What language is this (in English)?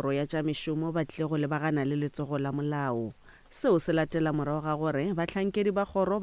Northern Sotho